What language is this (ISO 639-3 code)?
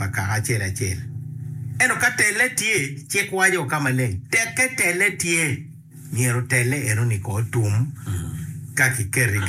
ach